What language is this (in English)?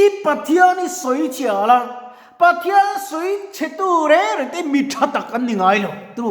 Mizo